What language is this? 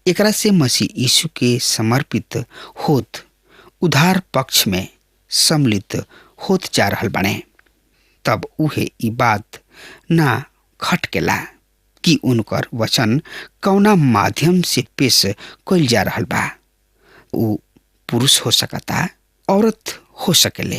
Bhojpuri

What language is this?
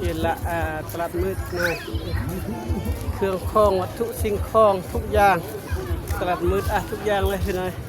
Lao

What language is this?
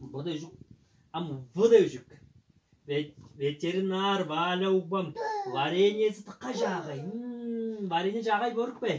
Tuvinian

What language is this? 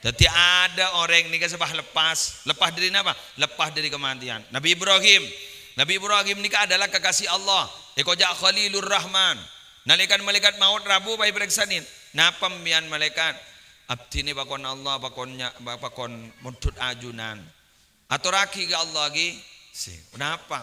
Madurese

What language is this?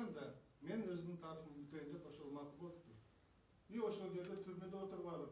Kyrgyz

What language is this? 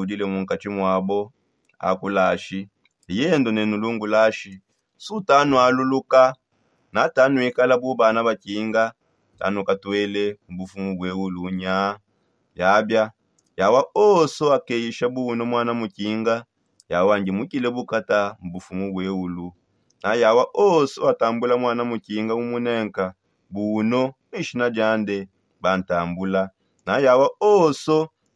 Songe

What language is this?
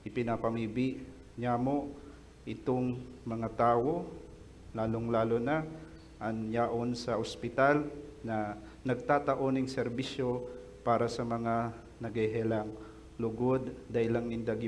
Bikol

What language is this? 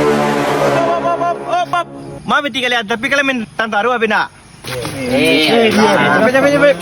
Minangkabau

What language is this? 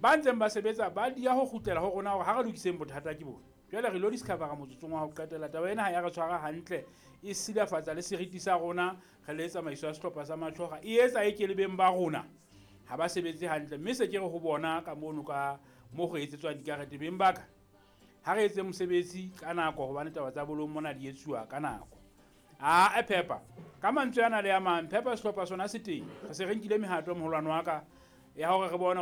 Southern Sotho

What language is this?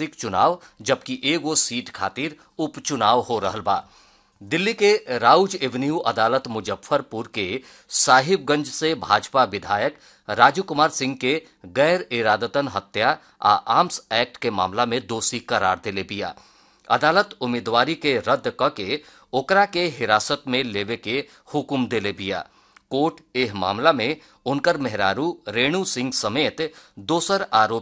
Bhojpuri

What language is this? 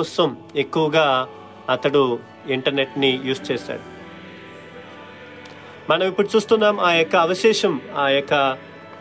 Telugu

